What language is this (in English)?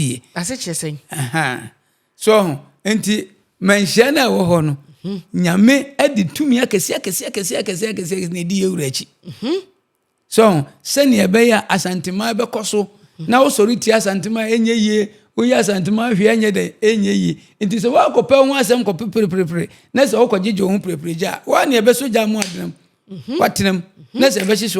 Akan